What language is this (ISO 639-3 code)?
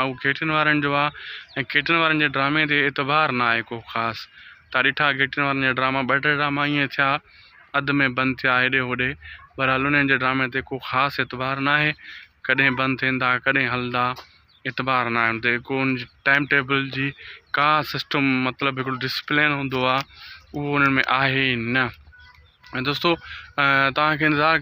snd